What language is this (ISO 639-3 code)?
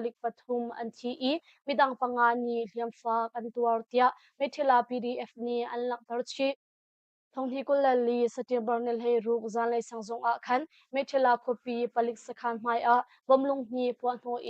cnh